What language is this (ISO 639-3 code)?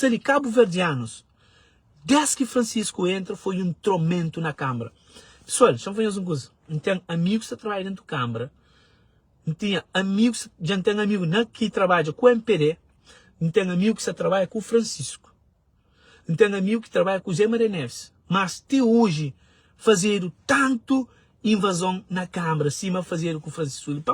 kea